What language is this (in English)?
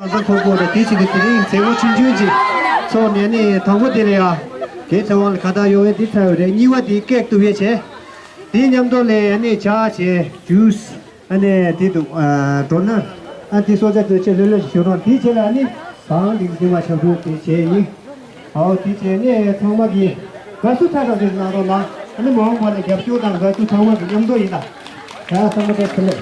Tibetan